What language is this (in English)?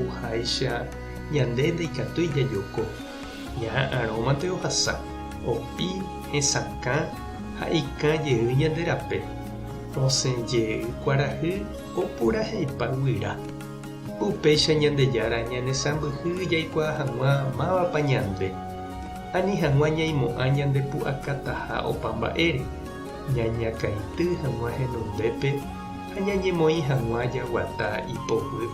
Guarani